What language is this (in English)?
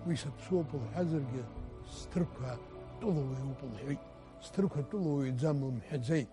Abkhazian